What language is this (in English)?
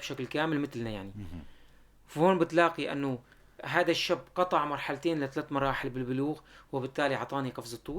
North Levantine Arabic